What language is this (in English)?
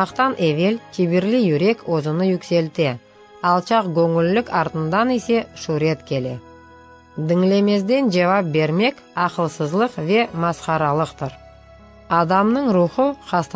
Crimean Tatar